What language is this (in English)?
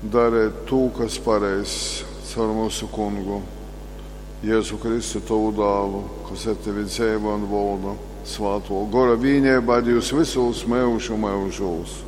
Latgalian